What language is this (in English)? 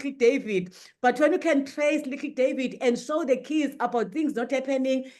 English